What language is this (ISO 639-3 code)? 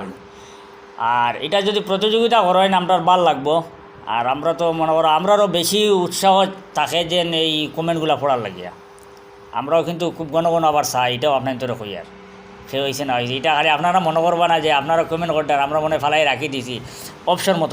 syl